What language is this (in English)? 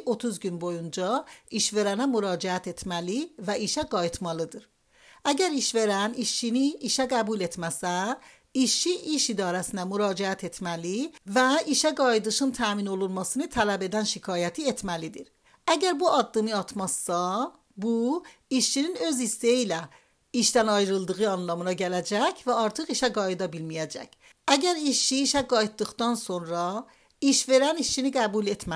Azerbaijani